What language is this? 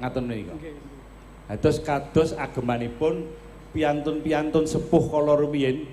Javanese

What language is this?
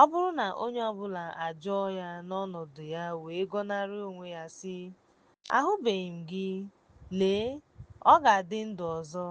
Igbo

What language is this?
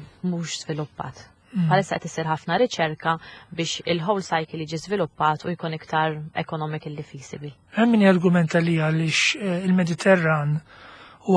Maltese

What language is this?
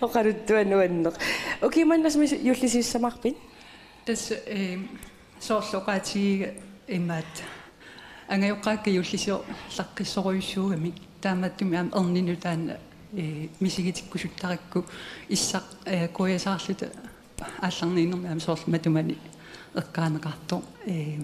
Kalaallisut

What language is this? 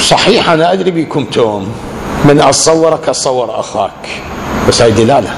Mesopotamian Arabic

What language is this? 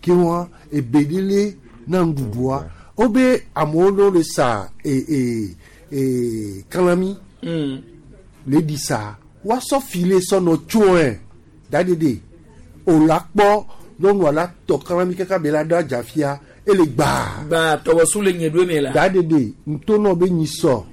Gen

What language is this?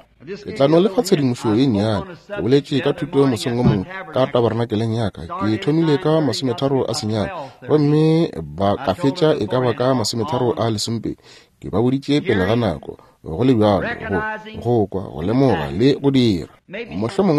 Northern Sotho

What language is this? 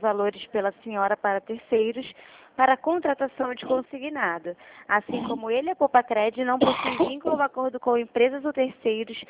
Portuguese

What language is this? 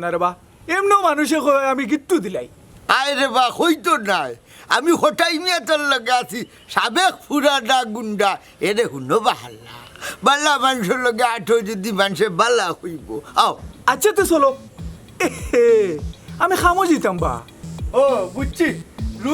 Sylheti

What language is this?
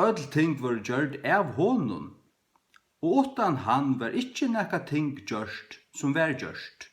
Faroese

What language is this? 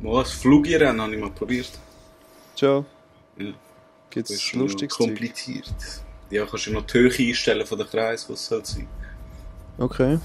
Swiss German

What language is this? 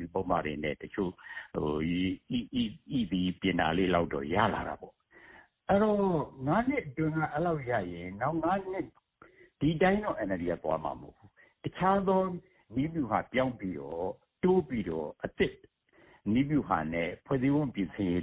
Burmese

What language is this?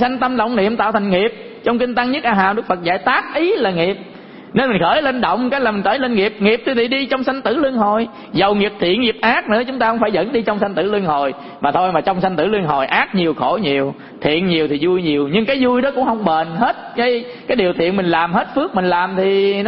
Vietnamese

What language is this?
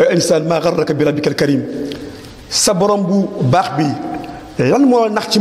Wolof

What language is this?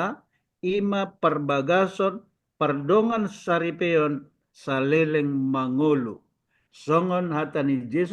Batak Toba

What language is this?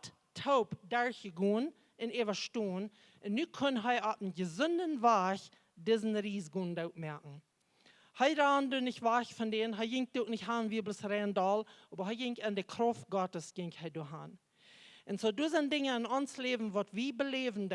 Plautdietsch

